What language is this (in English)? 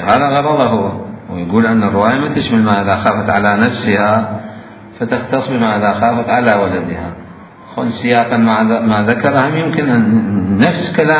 Mesopotamian Arabic